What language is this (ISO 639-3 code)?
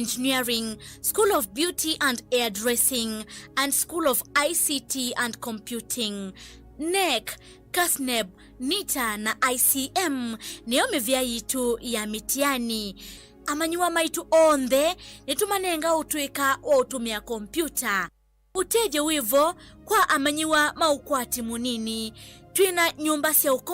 kam